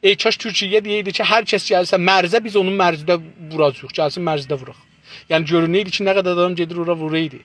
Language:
South Azerbaijani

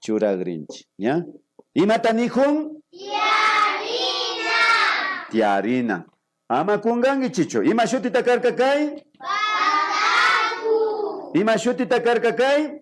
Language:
Imbabura Highland Quichua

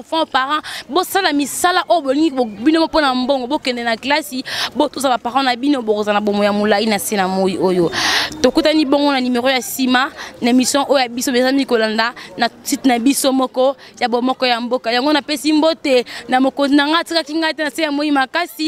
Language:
Lingala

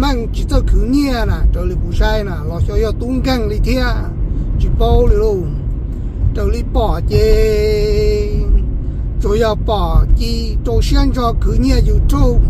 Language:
Hmong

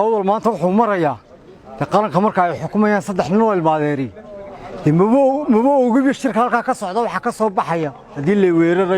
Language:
Somali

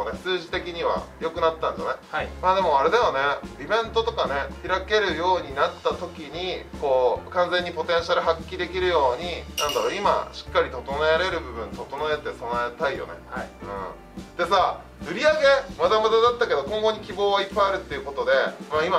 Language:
Japanese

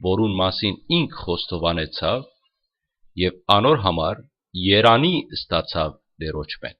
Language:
Western Armenian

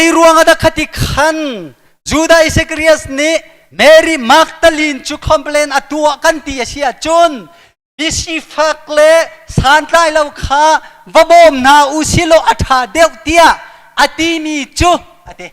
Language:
Hakha Chin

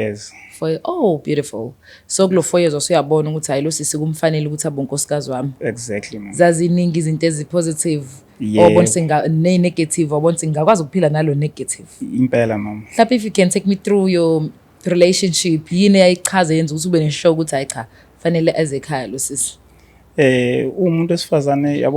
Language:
Zulu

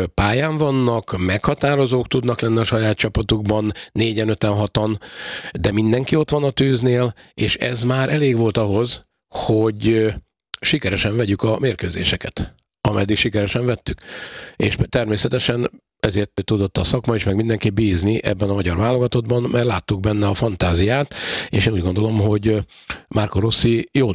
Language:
Hungarian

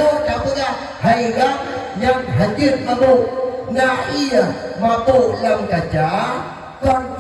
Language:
Achinese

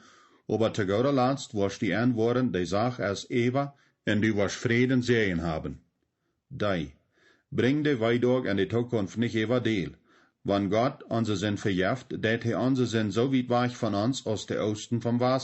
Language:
Plautdietsch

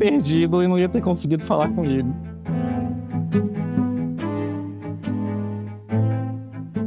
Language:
Portuguese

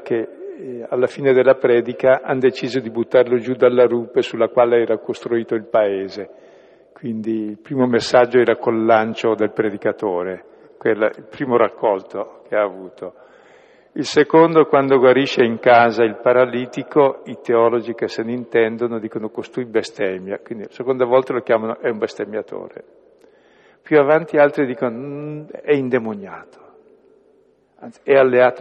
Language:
Italian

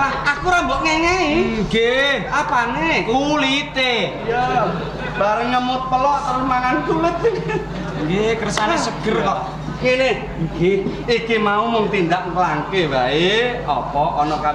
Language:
Javanese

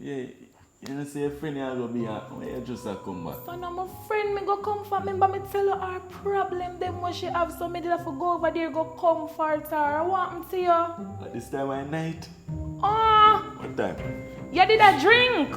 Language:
Jamaican Creole English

